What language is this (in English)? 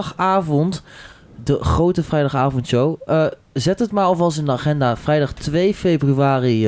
Dutch